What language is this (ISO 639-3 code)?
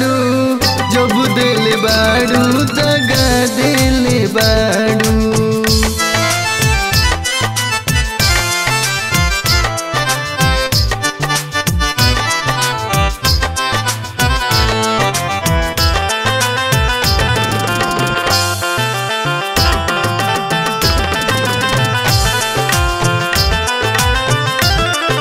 bho